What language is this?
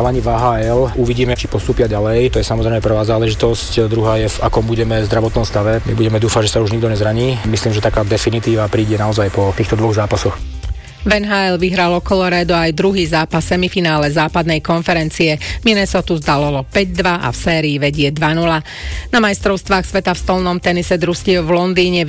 Slovak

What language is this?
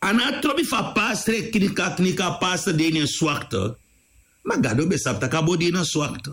Sranan Tongo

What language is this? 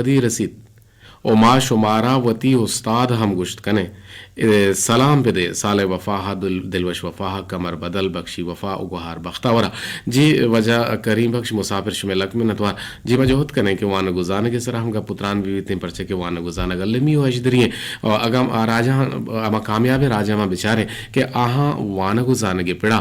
Eastern Balochi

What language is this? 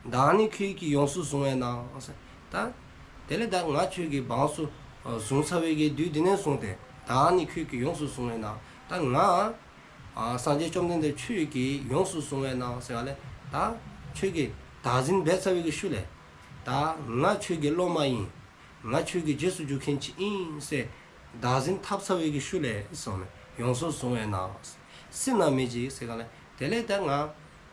Dzongkha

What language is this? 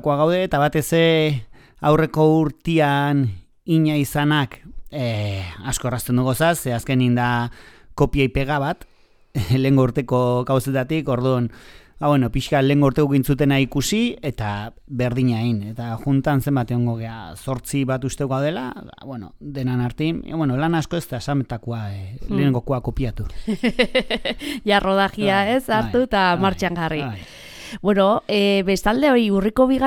Basque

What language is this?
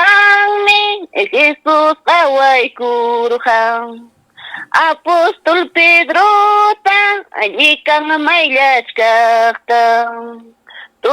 Ayacucho Quechua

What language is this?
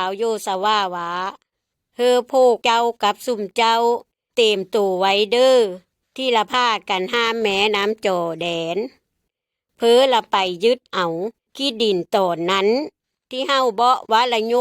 Lao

